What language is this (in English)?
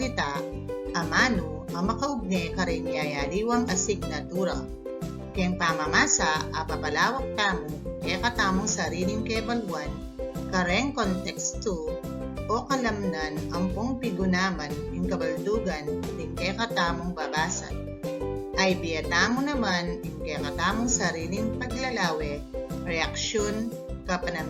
Pampanga